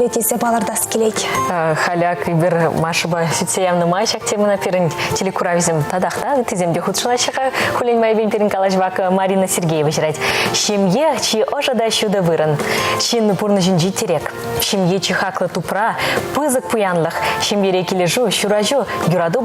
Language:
Chuvash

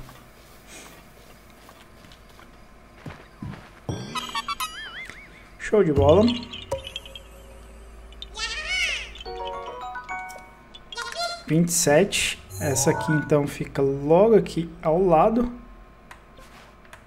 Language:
Portuguese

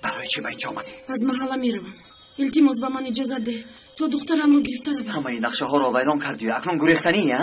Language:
Tajik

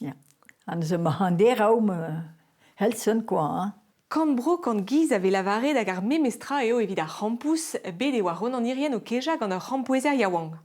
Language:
Breton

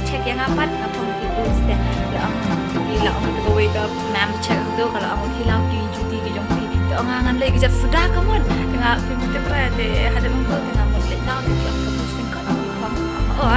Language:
Khasi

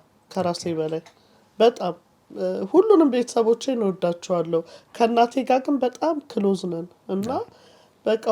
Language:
Amharic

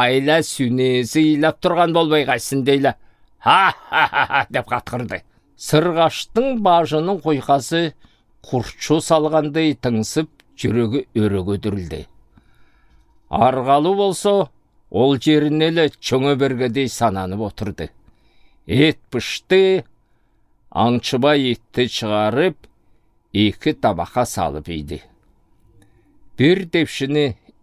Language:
Southern Altai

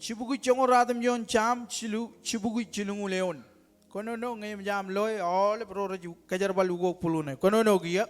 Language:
Marshallese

